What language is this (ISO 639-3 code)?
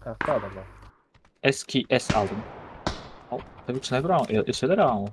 kaa